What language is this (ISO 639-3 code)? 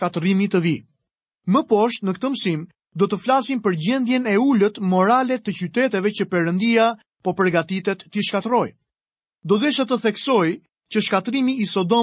sqi